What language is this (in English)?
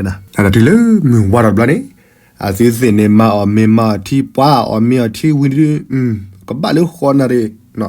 S'gaw Karen